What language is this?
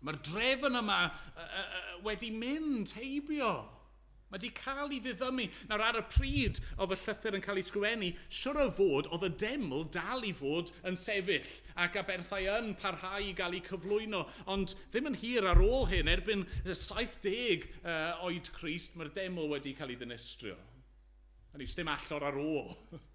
Welsh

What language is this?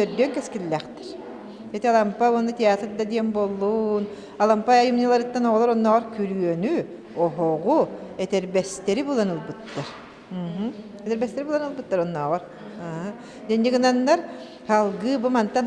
Yakut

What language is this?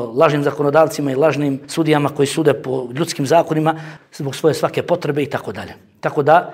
Bosnian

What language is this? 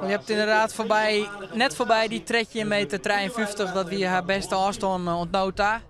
Western Frisian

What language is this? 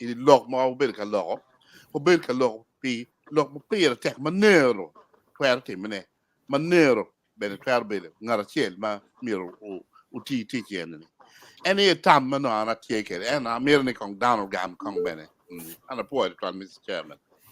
Acoli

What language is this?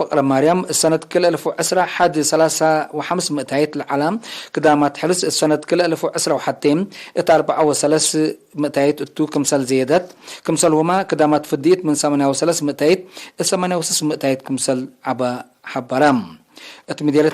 Tigre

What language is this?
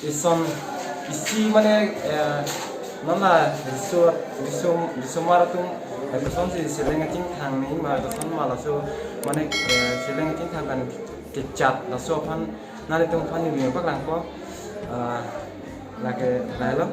Karbi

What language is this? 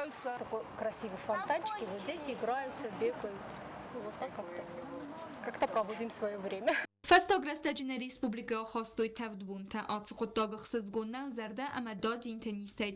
Ossetic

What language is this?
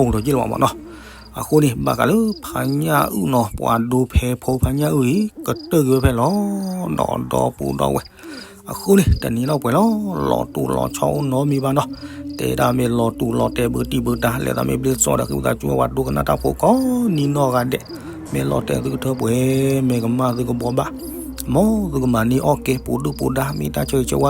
S'gaw Karen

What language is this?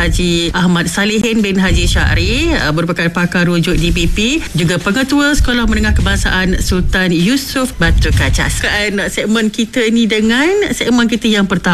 Malay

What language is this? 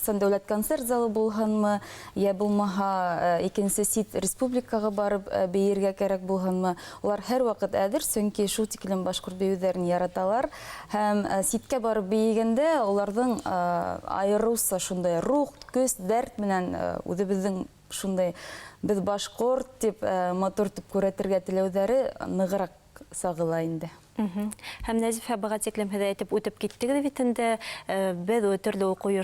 Bashkir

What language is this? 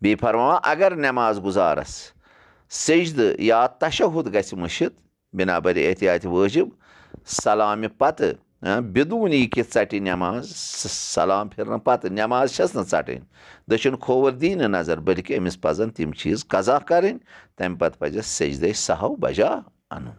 Kashmiri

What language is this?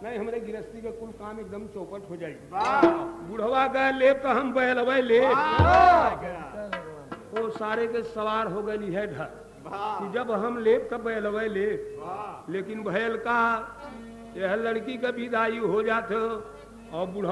Bhojpuri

